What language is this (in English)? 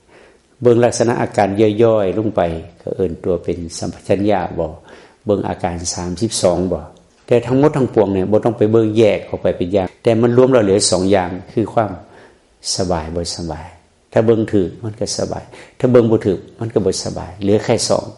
Northeastern Thai